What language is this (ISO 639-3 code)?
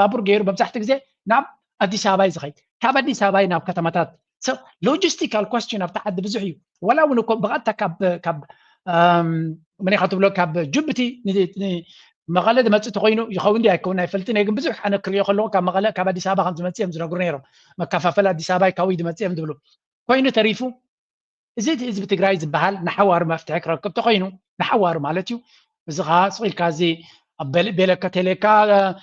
tir